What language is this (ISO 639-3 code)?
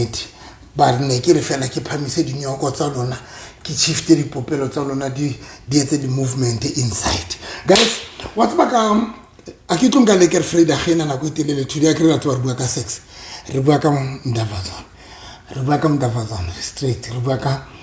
sot